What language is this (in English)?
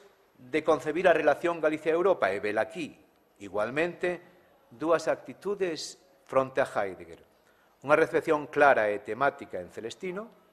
Galician